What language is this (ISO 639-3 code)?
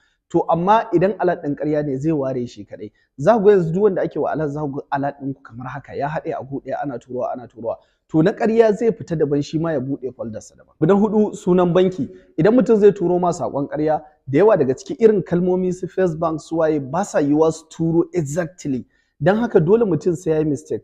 hau